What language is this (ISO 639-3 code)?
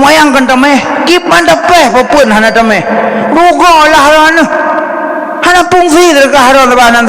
ace